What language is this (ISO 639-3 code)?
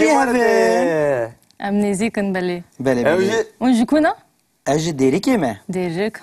kur